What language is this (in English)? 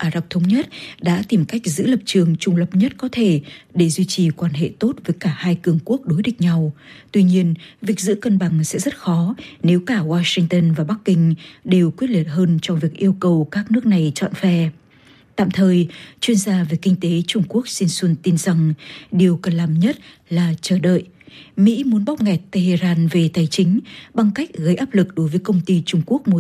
Vietnamese